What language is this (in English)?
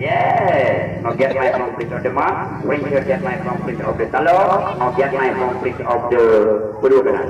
Achinese